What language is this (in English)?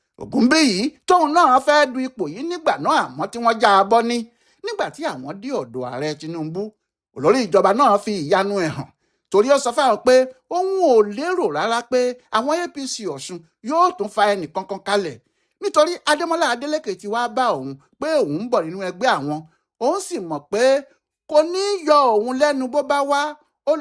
Yoruba